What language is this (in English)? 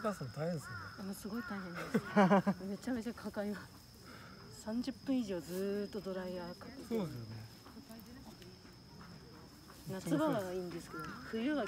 Japanese